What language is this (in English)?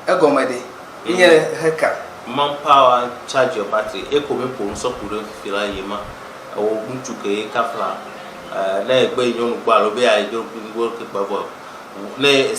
Ewe